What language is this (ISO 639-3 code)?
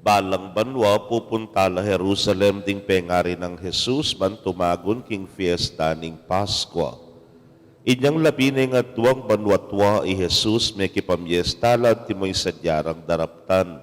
pam